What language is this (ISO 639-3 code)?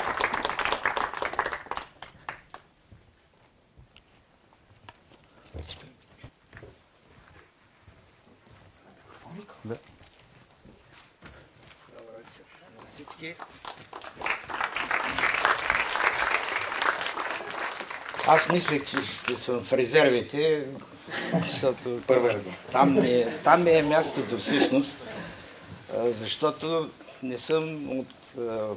bul